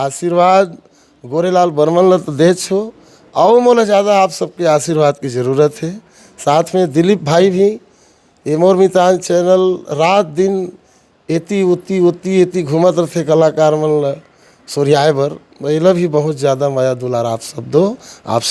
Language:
Chhattisgarhi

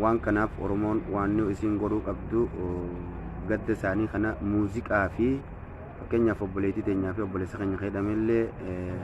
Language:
Oromo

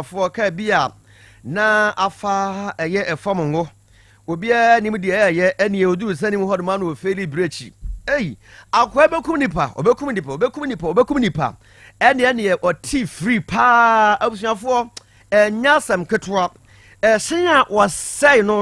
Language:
Akan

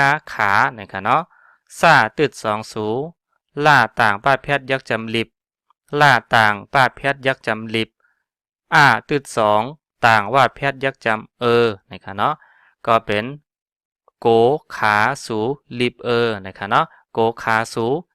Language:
Shan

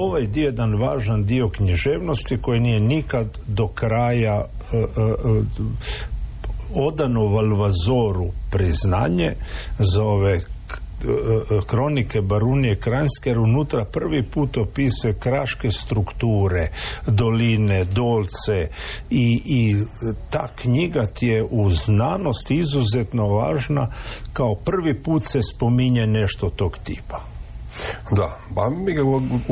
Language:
Croatian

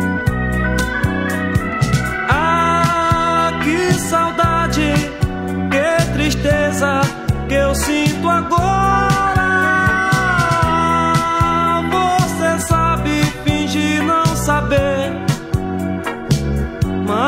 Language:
Portuguese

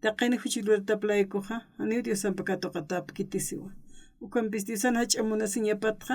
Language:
Aymara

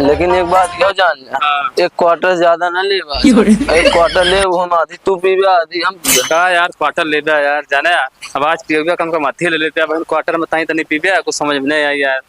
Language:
Awadhi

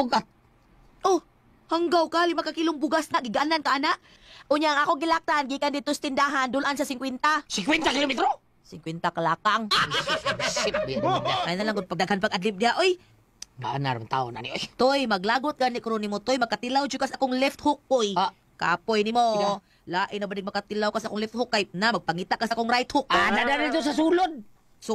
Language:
Cebuano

